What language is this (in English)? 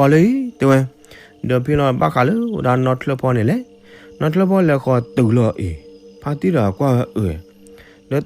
S'gaw Karen